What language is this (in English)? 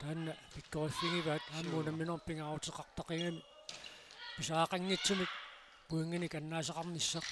Kalaallisut